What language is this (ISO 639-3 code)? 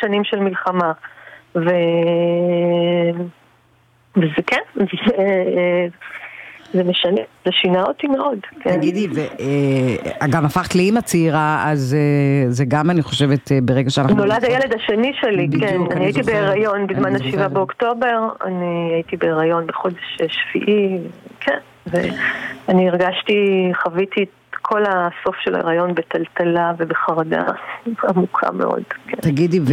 heb